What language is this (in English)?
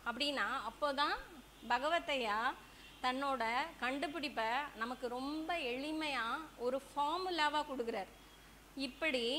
Tamil